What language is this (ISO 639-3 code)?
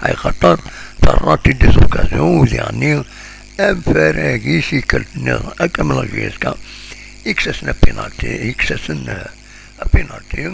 kab